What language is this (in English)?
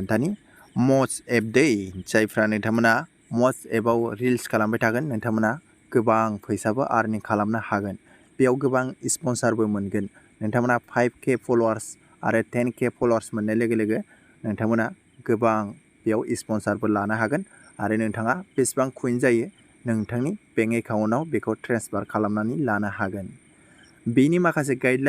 Bodo